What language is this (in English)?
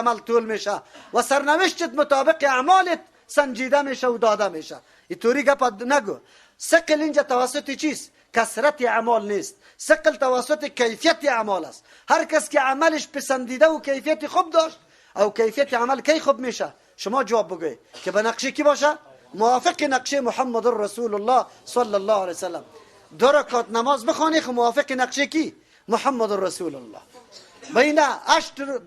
Persian